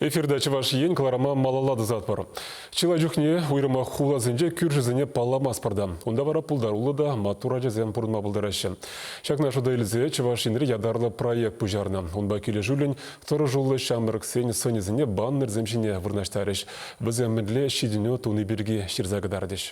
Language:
Chuvash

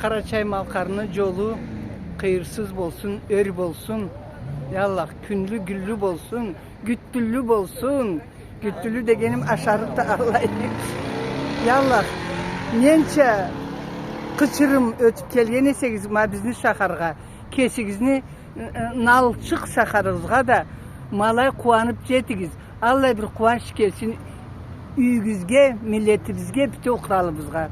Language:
Karachay-Balkar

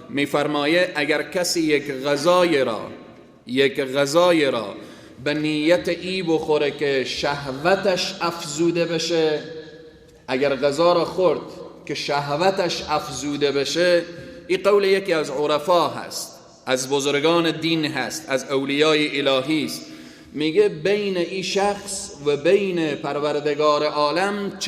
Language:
Persian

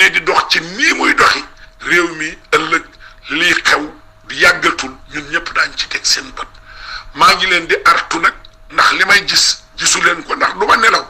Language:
Wolof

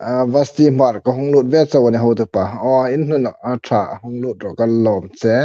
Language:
Hmar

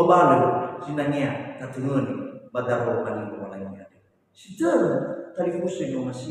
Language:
Nias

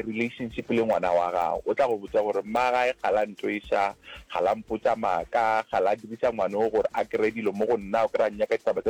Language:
Northern Sotho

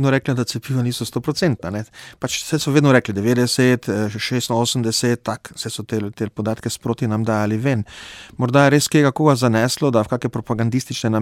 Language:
Slovenian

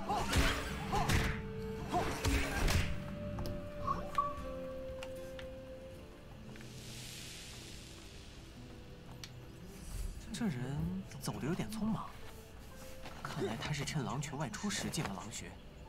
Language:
Chinese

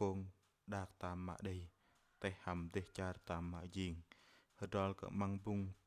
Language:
Bahnar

